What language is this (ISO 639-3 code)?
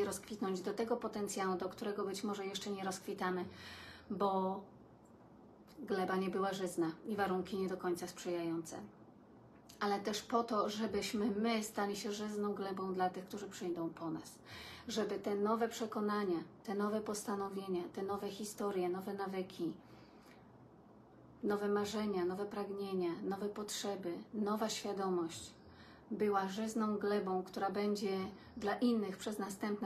pol